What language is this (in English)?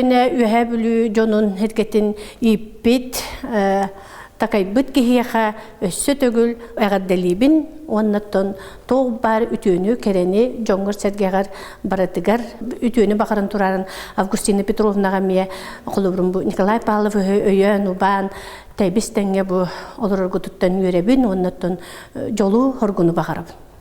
Yakut